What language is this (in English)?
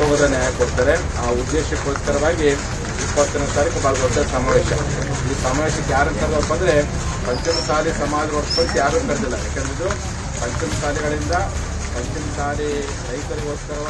Kannada